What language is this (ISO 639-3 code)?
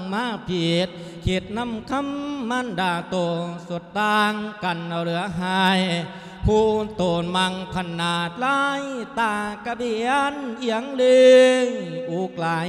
lao